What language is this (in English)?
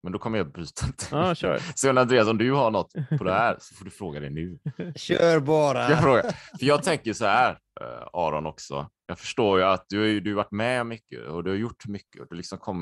Swedish